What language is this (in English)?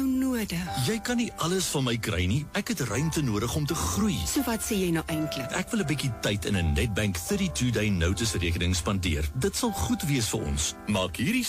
Afrikaans